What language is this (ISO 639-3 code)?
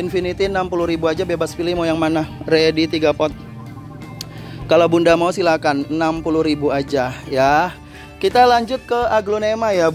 ind